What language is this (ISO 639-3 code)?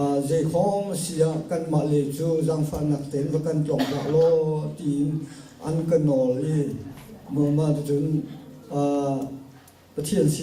cnh